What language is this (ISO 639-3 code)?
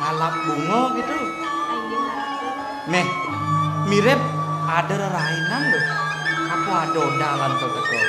ban